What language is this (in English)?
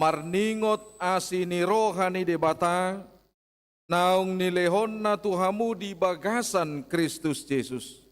Batak Toba